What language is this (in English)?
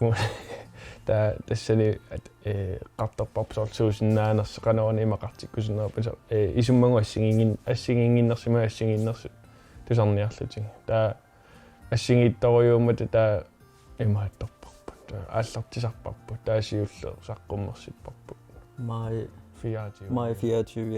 Kalaallisut